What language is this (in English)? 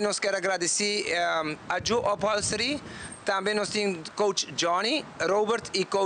Papiamento